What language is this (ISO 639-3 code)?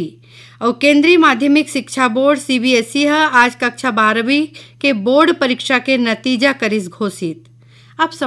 hne